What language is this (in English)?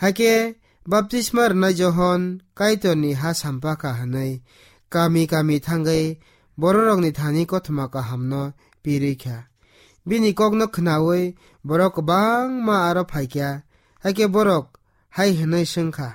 Kok Borok